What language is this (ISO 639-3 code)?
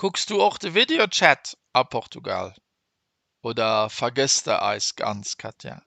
ltz